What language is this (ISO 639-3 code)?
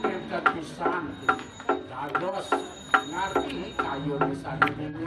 ban